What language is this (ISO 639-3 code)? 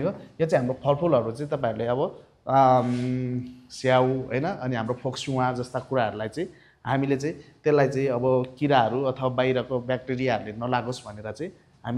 nep